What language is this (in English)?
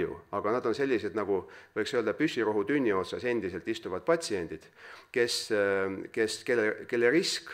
Estonian